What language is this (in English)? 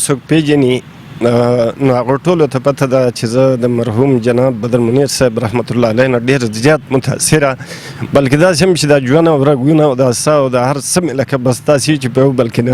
Pashto